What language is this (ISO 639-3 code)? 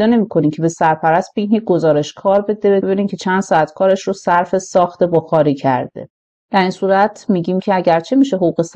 fas